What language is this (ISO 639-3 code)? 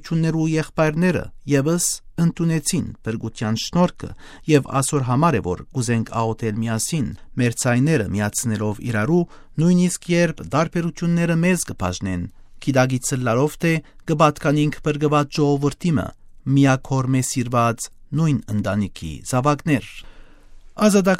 hye